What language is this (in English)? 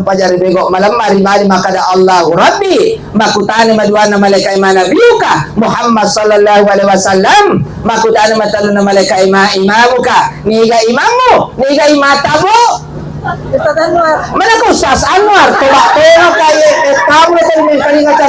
Buginese